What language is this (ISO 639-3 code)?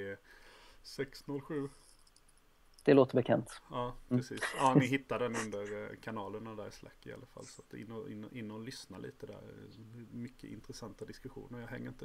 swe